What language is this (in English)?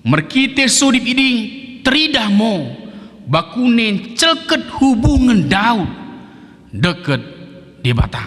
Batak Dairi